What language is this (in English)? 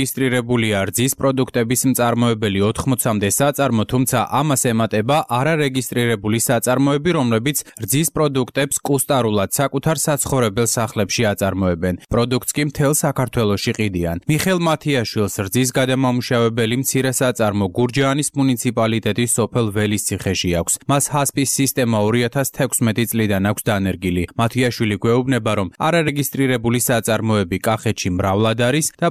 Georgian